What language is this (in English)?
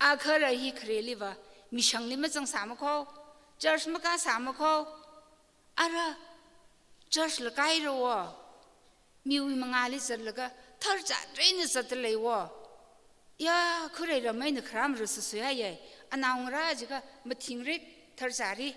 Tangkhul Naga (India)